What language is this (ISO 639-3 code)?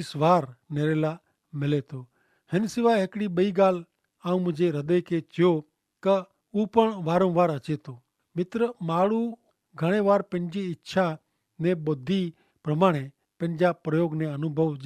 kfr